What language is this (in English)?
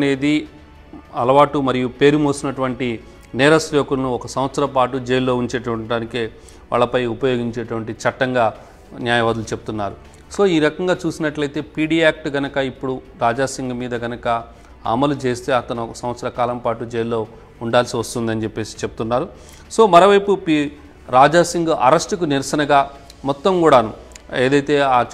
Telugu